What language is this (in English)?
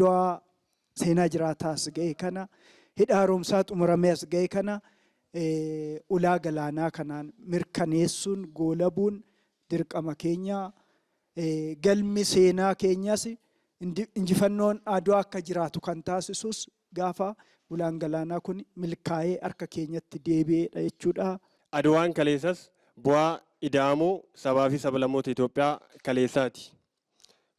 Oromo